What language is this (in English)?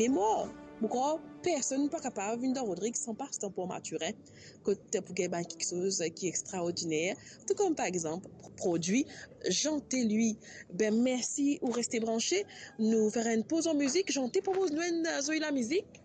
Morisyen